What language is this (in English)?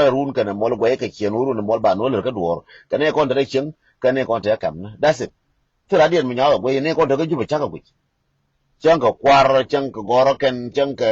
Nuer